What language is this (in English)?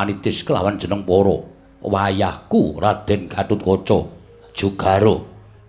Javanese